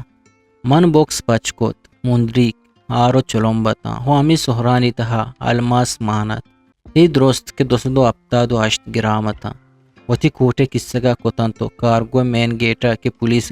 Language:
Eastern Balochi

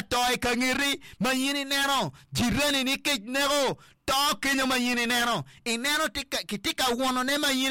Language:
Acoli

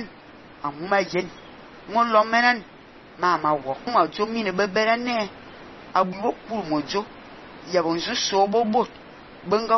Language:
Fang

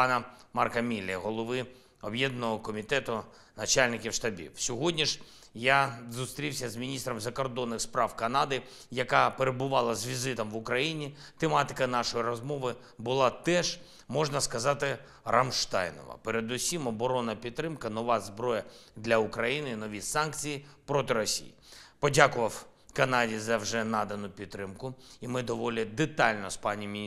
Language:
Ukrainian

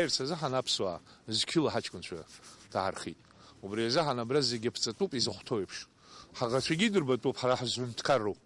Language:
Abkhazian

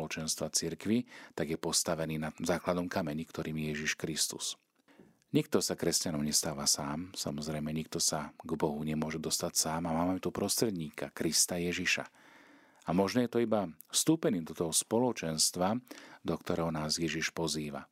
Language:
Slovak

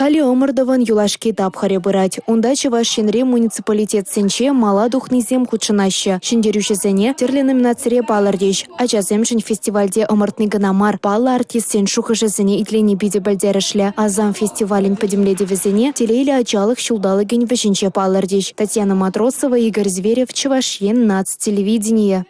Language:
Chuvash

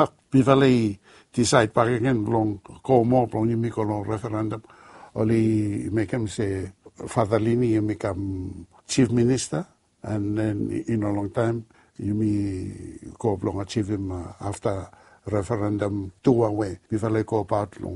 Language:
Bislama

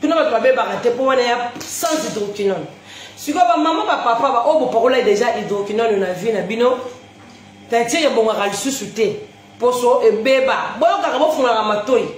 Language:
Lingala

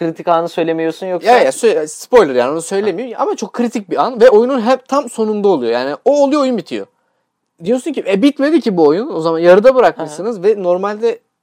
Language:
Turkish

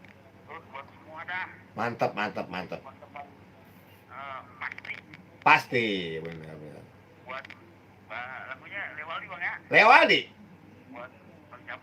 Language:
Betawi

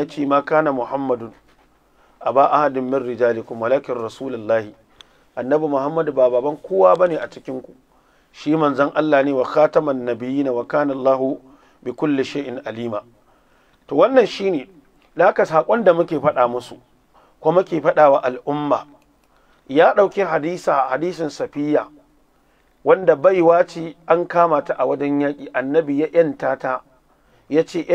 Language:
Hausa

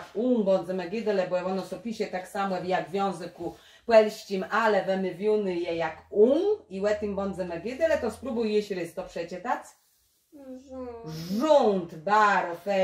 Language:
Kashubian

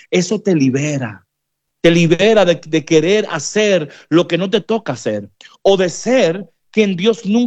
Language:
Spanish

